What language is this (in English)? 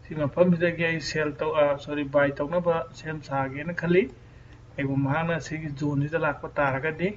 Manipuri